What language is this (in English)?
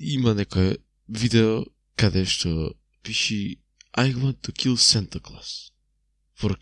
Macedonian